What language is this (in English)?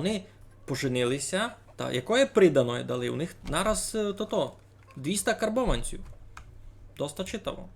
Rusyn